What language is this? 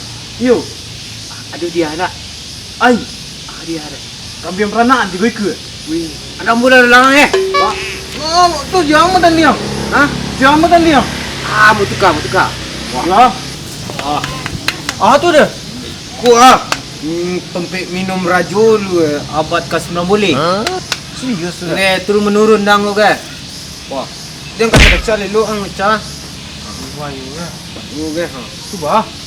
Minangkabau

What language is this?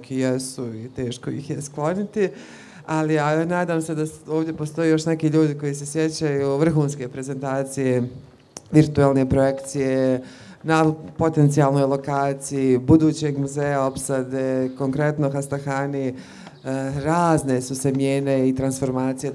Bosnian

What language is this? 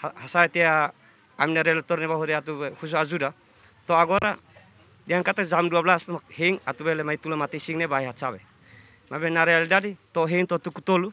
Tetum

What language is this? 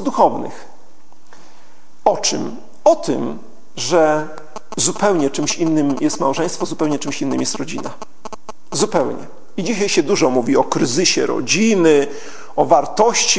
Polish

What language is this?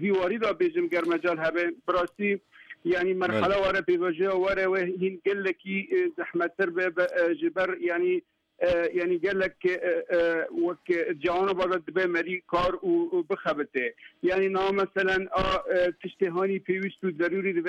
Kurdish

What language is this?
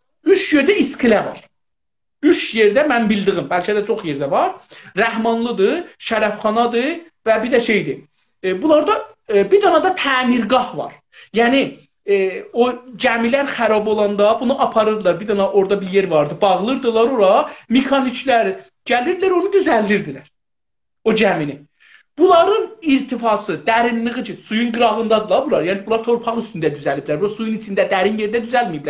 South Azerbaijani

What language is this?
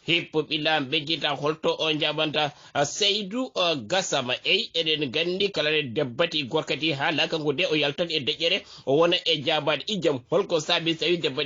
Fula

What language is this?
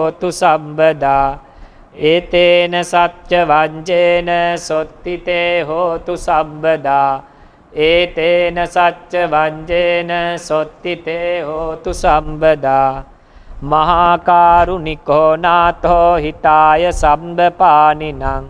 Pali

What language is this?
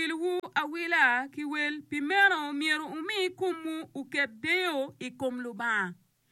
Acoli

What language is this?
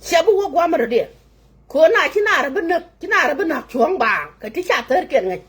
Nuer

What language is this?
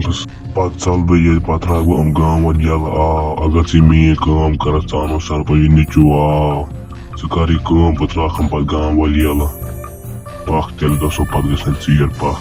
Kashmiri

